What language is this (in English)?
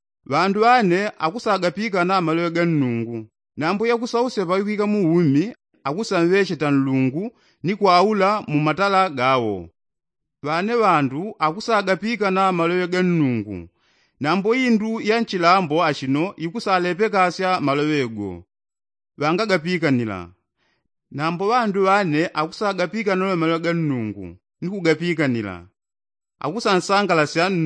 Yao